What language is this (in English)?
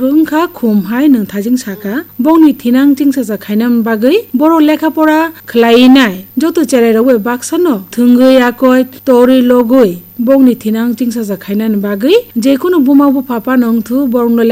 Kok Borok